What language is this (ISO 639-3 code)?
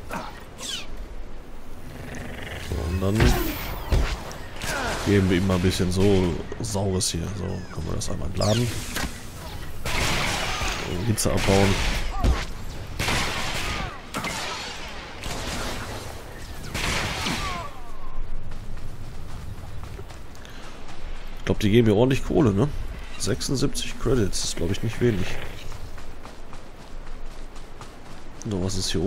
deu